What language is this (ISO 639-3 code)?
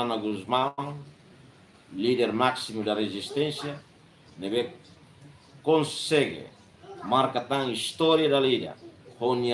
tet